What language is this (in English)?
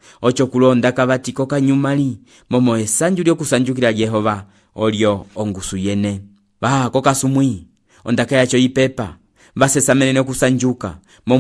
Umbundu